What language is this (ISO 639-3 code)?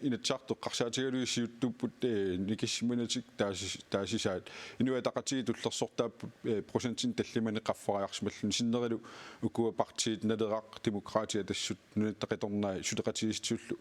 kal